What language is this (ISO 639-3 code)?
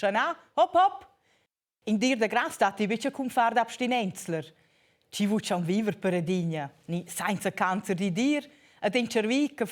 roh